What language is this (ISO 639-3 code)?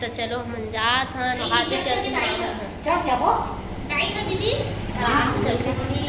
hne